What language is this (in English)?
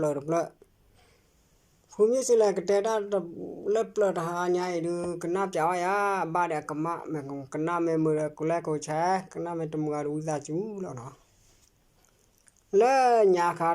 S'gaw Karen